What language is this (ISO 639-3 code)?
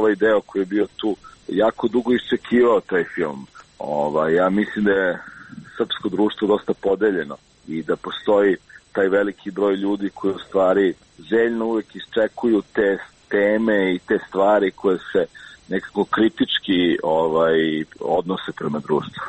srp